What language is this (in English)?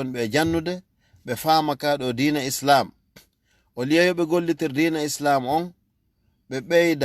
Fula